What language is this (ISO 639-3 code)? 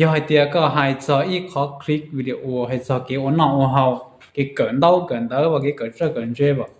hmn